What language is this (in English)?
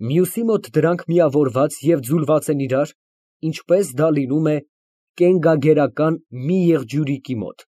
Armenian